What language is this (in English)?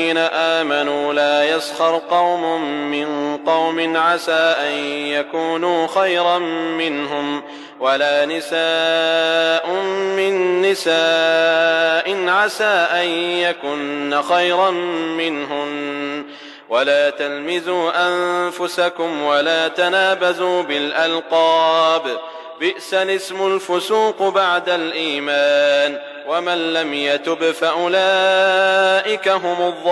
Arabic